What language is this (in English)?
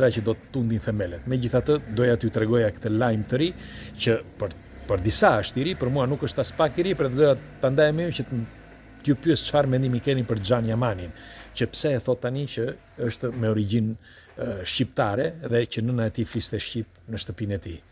Albanian